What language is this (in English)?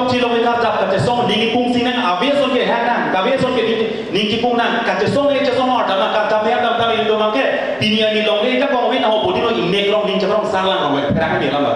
Karbi